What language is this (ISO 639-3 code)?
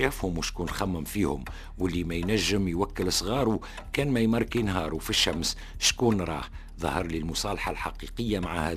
aeb